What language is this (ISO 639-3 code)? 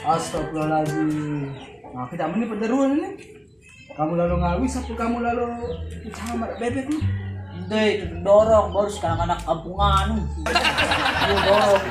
sas